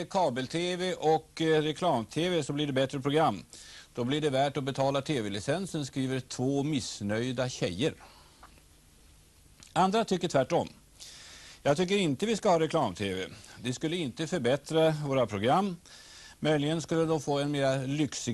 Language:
Swedish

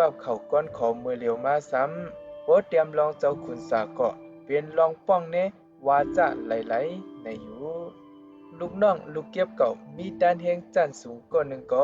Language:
Shan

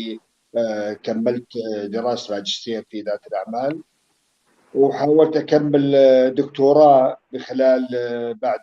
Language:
North Levantine Arabic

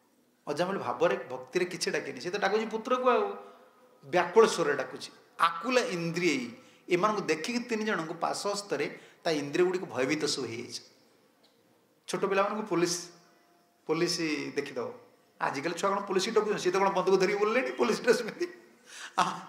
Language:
Odia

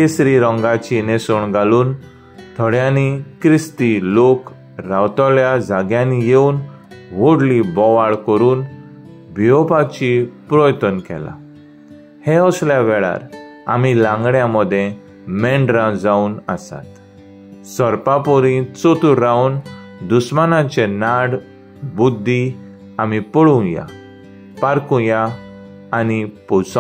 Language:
Konkani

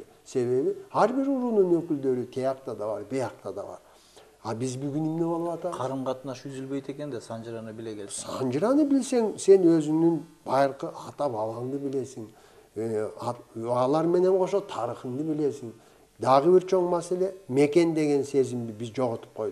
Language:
Kyrgyz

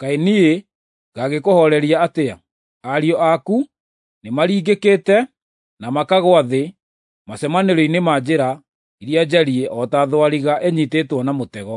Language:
Kikuyu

